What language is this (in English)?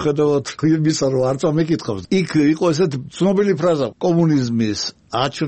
Georgian